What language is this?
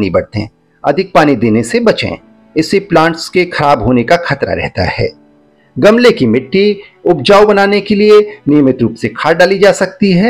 Hindi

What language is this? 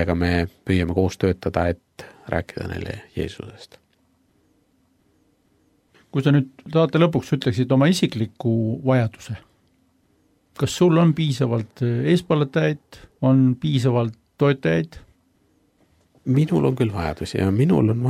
Estonian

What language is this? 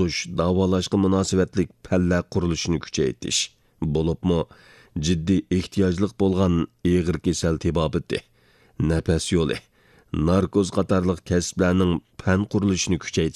Uyghur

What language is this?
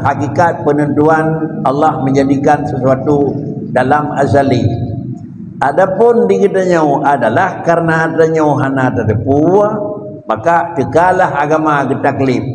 Achinese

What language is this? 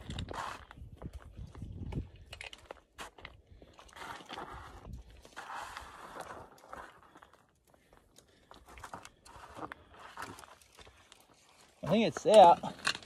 English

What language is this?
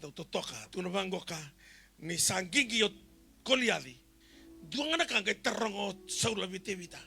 Fijian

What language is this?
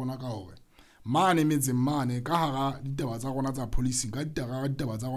Southern Sotho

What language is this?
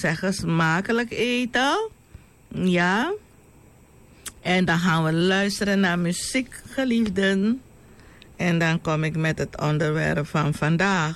Dutch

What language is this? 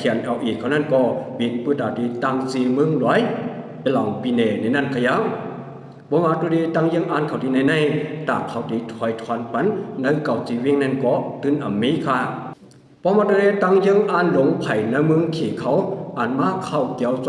Shan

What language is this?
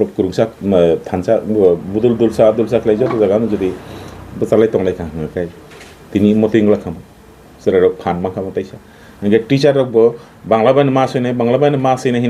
Kok Borok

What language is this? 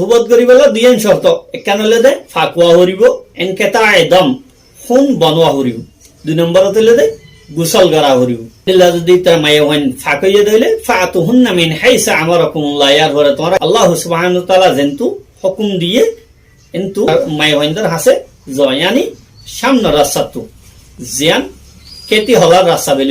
Rohingya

